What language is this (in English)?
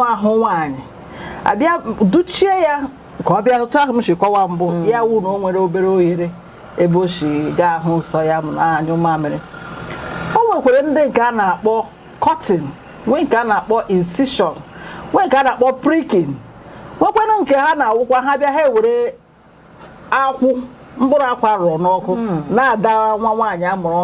Igbo